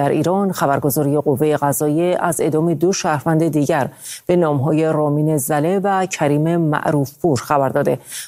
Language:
Persian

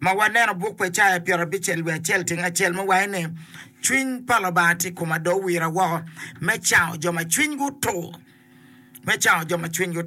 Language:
Acoli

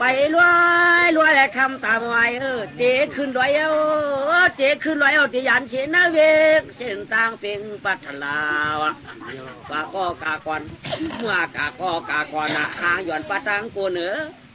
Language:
Shan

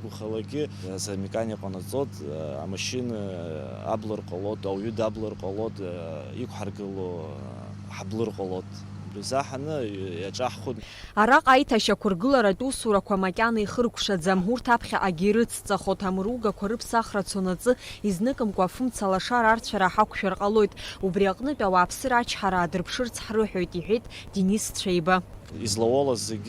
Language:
Abkhazian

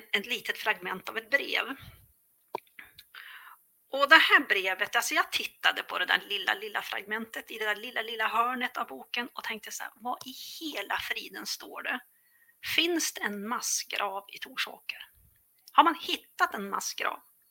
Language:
Swedish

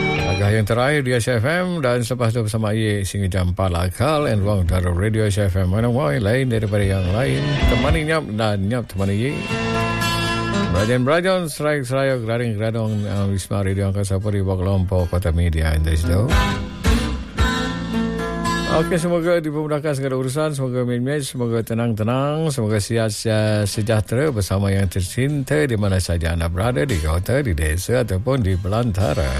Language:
Malay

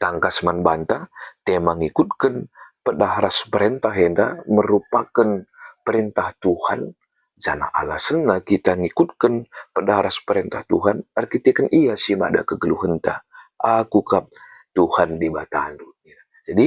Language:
Batak Karo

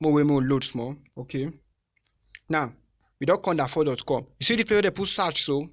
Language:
Nigerian Pidgin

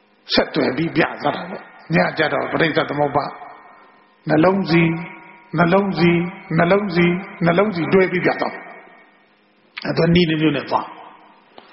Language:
Burmese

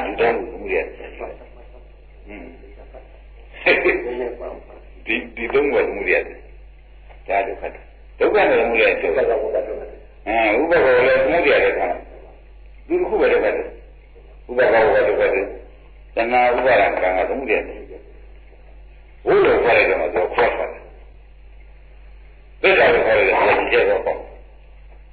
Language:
Burmese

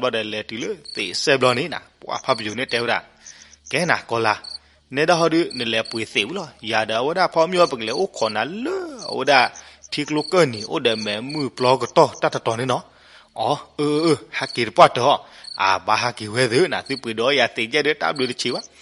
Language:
S'gaw Karen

